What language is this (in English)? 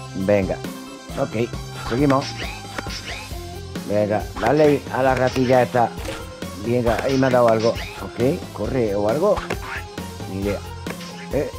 Spanish